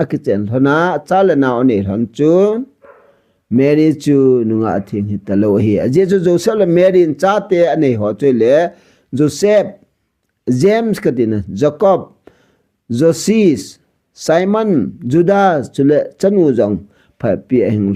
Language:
Thado Chin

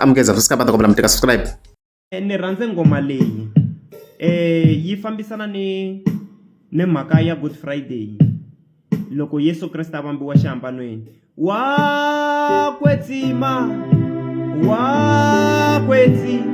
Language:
Tsonga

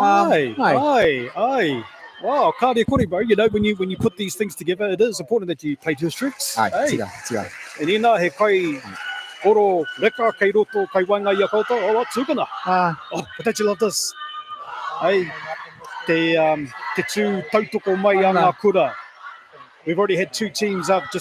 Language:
Māori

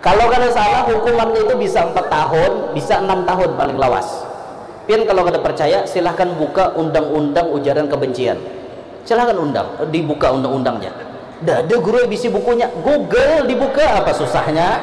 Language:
Banjar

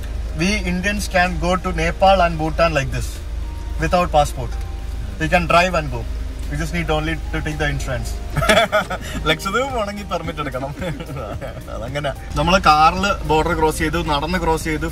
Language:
Malayalam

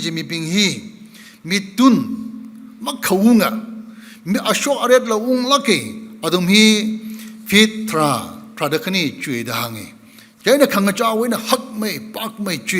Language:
Tangkhul Naga (India)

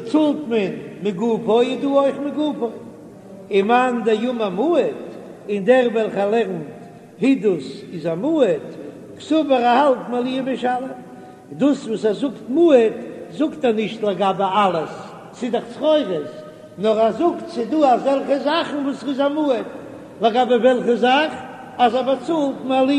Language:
Yiddish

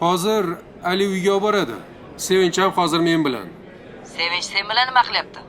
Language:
Uzbek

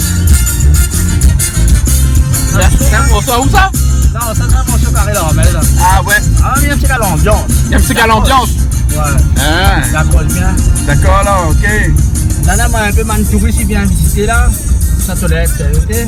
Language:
Réunion Creole French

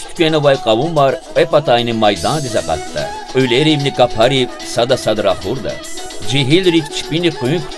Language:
Lezghian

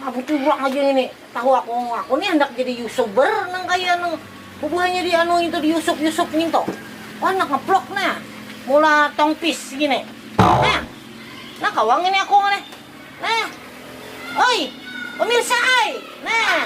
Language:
Banjar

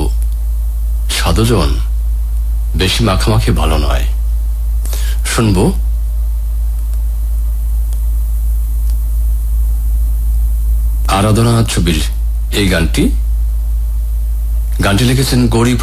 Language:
Bangla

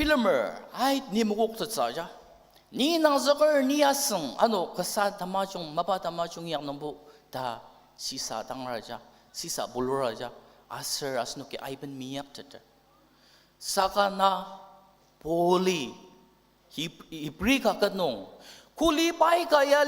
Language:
Ao Naga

